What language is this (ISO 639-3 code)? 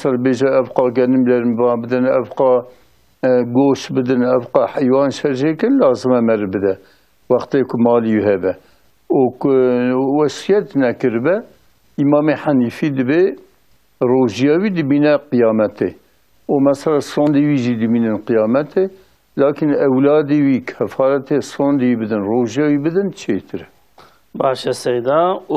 kur